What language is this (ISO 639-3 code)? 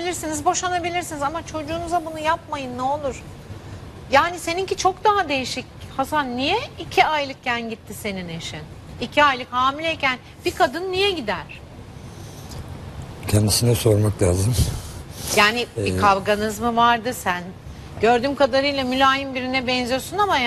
tur